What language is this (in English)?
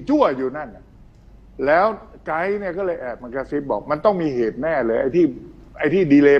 Thai